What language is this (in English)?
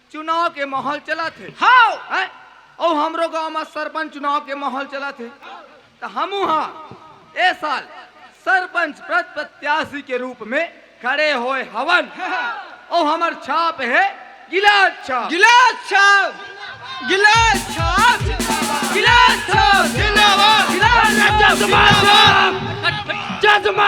Chhattisgarhi